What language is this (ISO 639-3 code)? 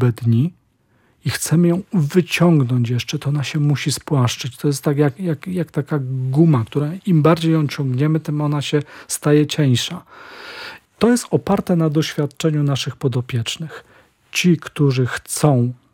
pol